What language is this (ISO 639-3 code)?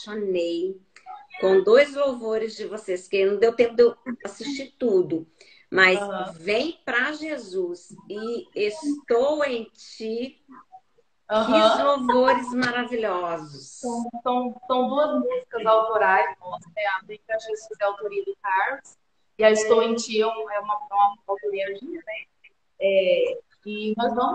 por